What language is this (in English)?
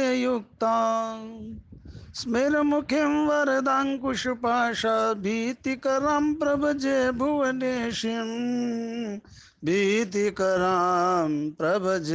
Sanskrit